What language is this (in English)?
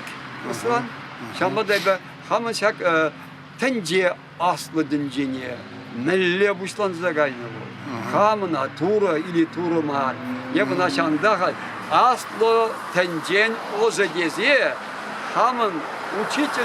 Chuvash